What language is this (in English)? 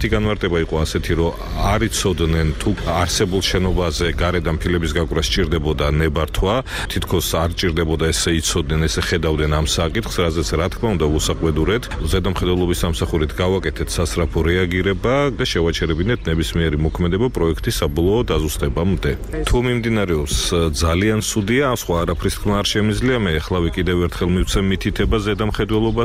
Georgian